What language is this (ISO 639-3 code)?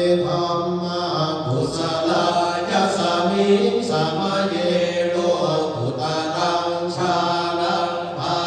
pli